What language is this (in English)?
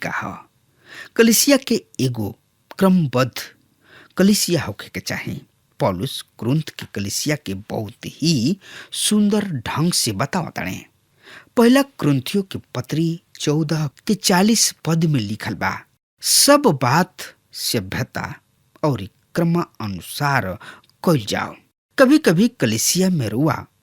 Bhojpuri